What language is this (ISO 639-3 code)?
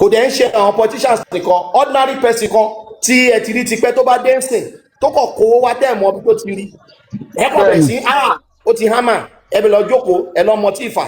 yor